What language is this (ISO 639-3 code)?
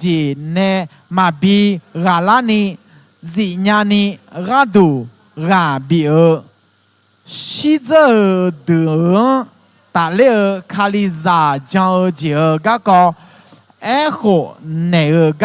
ahk